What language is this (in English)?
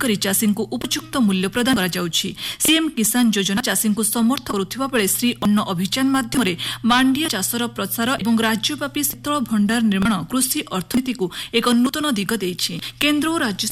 Odia